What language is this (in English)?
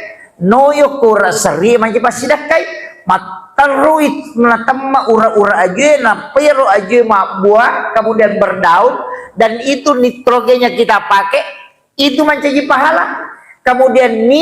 Buginese